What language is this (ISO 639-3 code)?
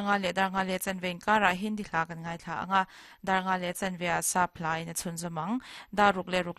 lus